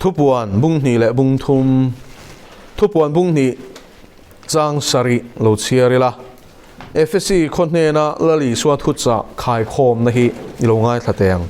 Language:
Mizo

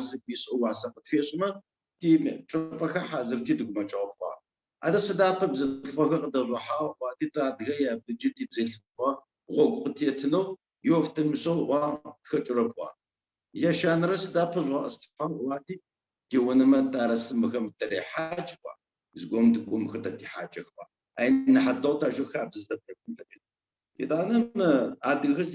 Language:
Adyghe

